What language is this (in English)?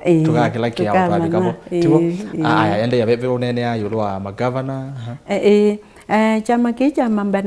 Kamba